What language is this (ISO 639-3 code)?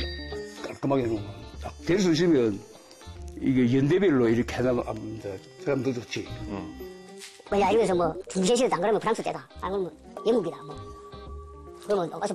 kor